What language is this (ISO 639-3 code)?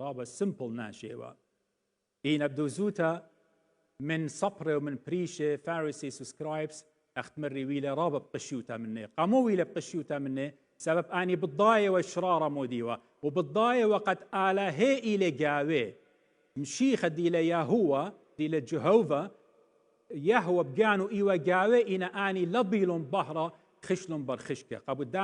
aii